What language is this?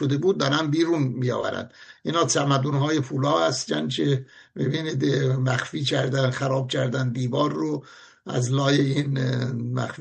Persian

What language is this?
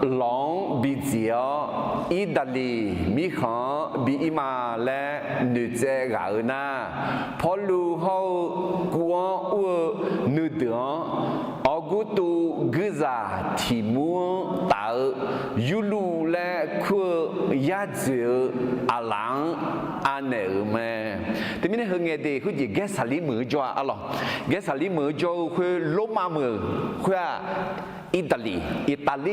Akha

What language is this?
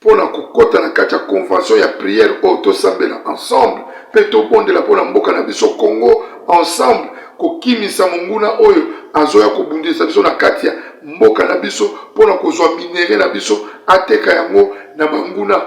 Lingala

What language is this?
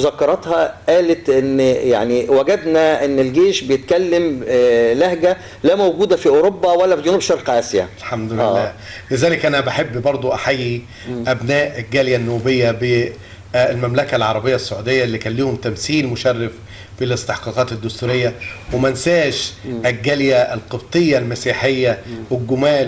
Egyptian Arabic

